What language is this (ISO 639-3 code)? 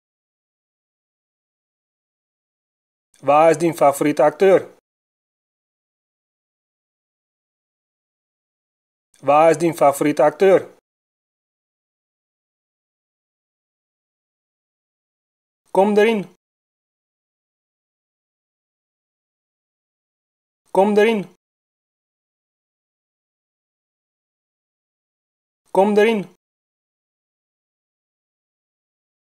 fry